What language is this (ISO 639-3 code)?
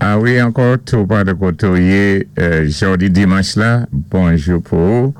acf